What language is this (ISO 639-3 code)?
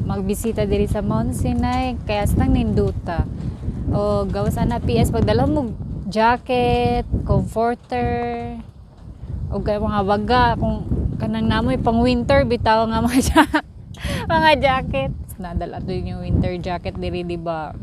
ceb